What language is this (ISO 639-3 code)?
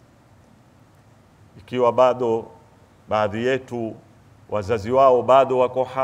swa